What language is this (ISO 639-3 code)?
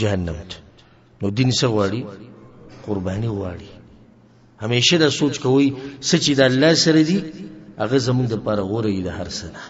pus